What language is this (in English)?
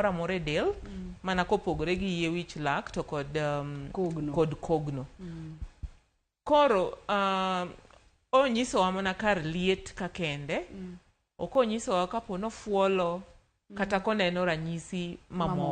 Luo (Kenya and Tanzania)